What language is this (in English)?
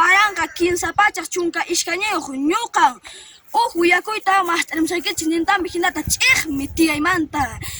Quechua